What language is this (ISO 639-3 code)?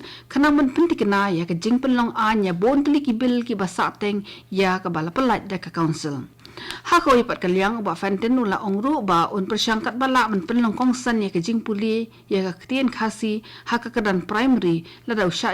kha